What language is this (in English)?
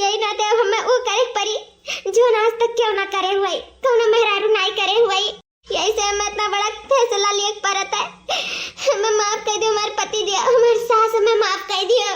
Awadhi